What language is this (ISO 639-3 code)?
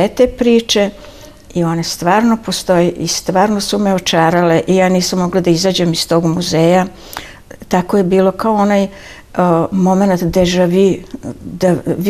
srp